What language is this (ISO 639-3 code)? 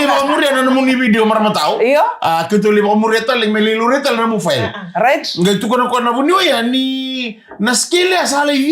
fij